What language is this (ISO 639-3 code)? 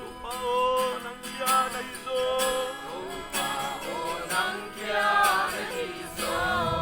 pck